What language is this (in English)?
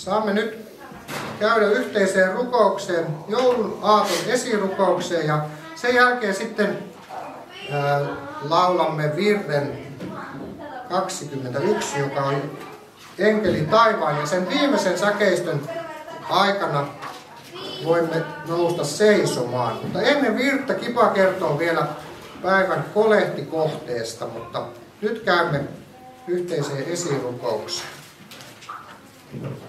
Finnish